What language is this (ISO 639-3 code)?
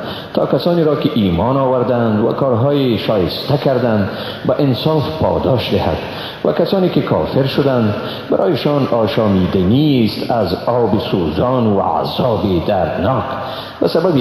fas